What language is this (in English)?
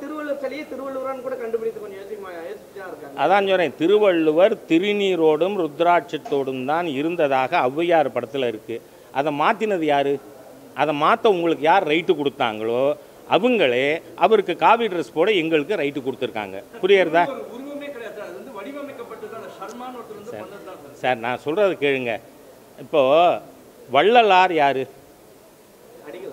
Tamil